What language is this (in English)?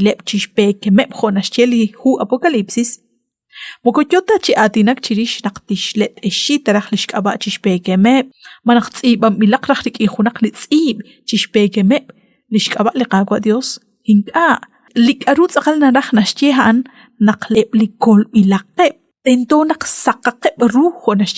Kekchí